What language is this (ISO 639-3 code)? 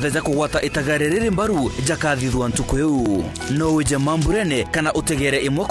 mer